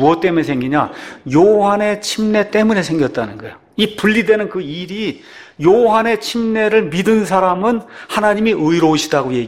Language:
Korean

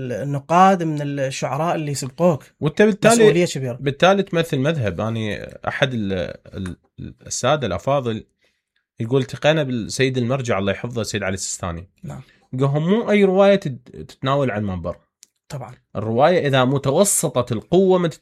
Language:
Mesopotamian Arabic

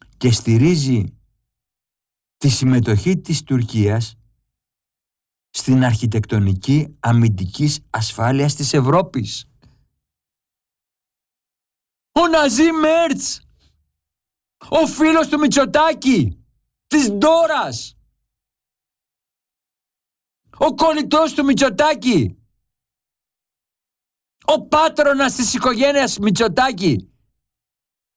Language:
Greek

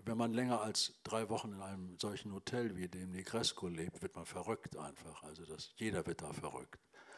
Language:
German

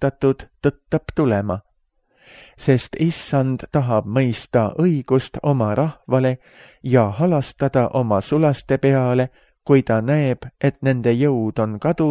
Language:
Estonian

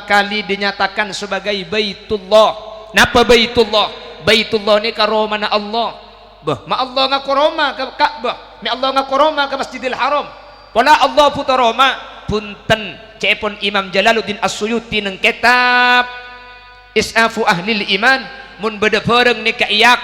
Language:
Madurese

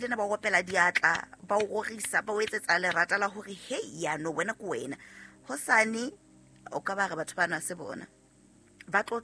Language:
Southern Sotho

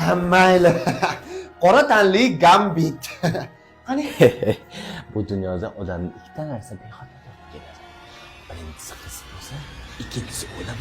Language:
Uzbek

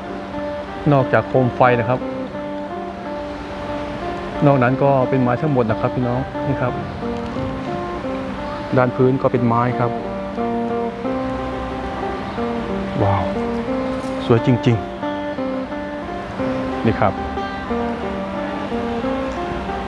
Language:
Thai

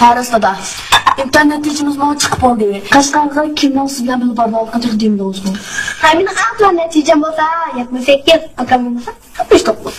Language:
Uyghur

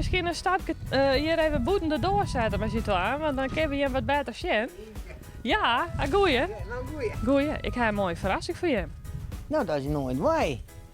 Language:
Western Frisian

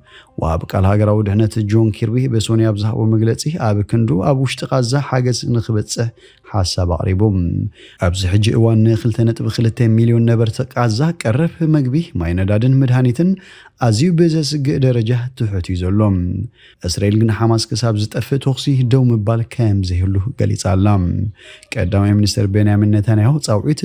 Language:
Tigrinya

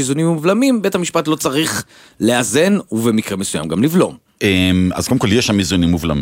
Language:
Hebrew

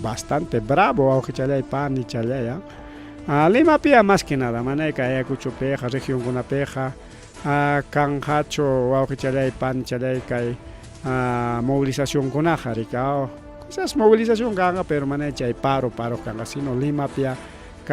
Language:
Ayacucho Quechua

